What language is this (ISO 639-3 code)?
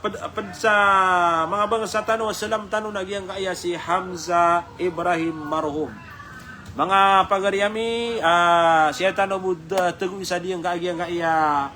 mrw